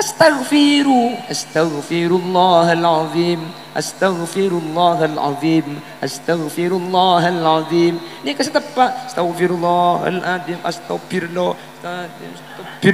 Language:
Madurese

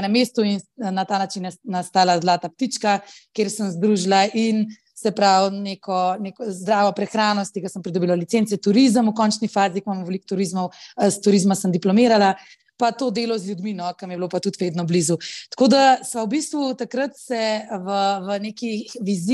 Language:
Slovenian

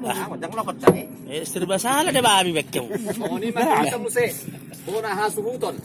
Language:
Batak Toba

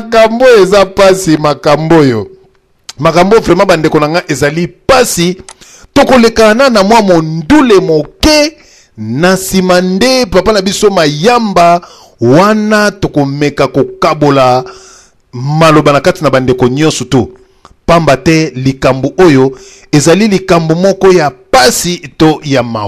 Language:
Lingala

